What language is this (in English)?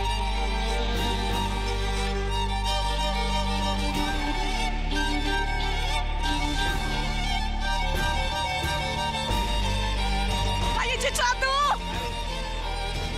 Polish